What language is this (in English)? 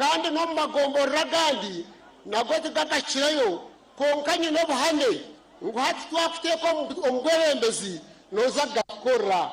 Nyankole